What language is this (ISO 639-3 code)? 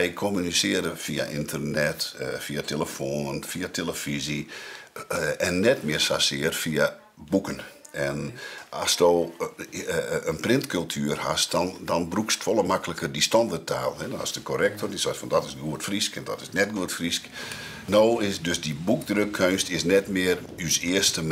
fry